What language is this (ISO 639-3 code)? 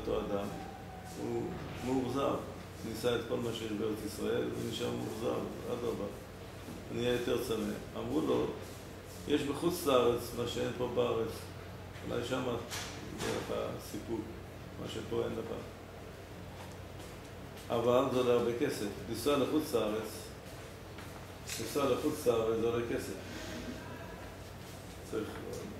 heb